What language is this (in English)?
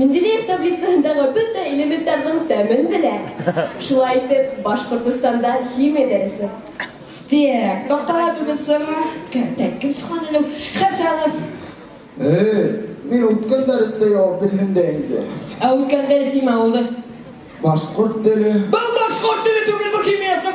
Bashkir